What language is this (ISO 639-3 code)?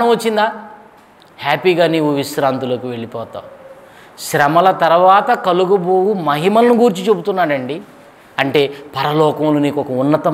tel